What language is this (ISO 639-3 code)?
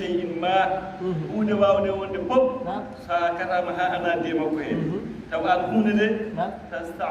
ful